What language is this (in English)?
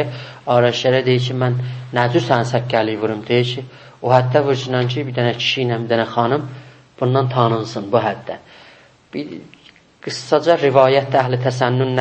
South Azerbaijani